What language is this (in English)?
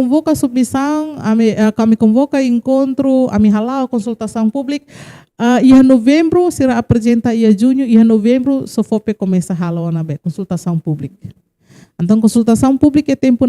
Tetum